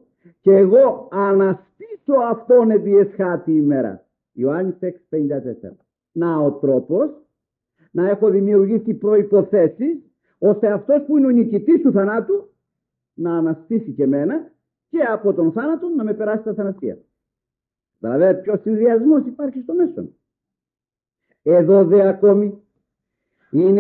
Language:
Greek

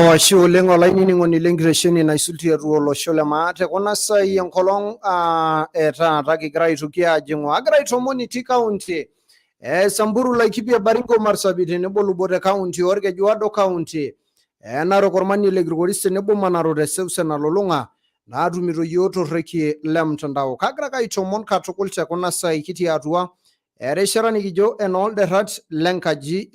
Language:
Masai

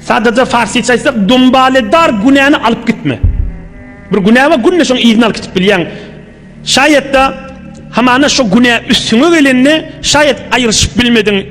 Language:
Turkmen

